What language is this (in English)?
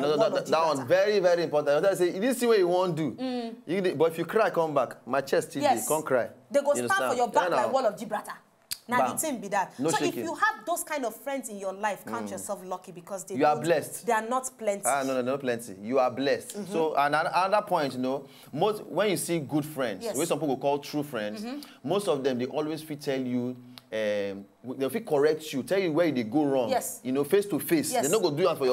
Nigerian Pidgin